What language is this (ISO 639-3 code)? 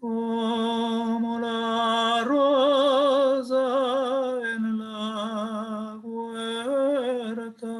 lad